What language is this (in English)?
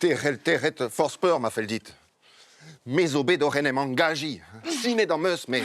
Breton